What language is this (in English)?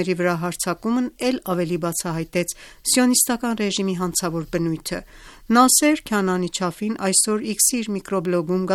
Armenian